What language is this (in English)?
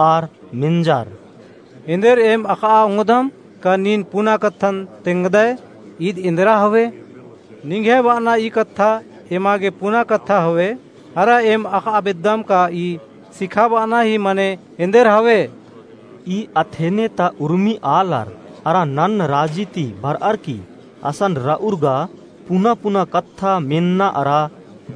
Kurukh